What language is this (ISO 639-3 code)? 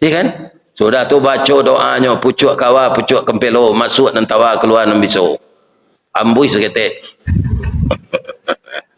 min